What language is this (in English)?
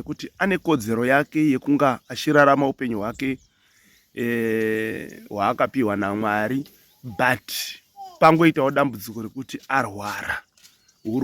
Shona